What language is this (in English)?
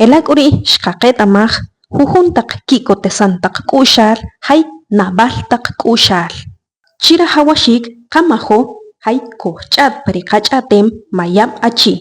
Achi